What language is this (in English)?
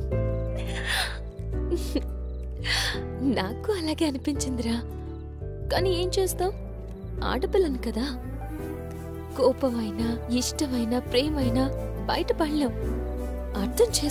Telugu